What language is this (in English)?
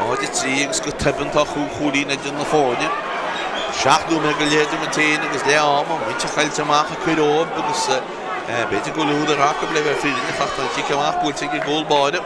Irish